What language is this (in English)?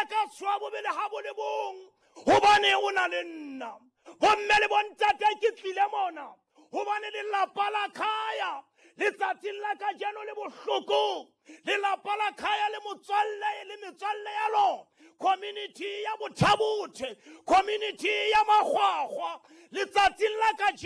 Southern Sotho